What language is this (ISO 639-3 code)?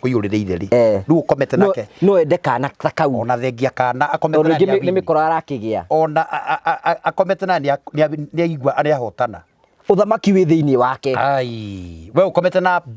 kik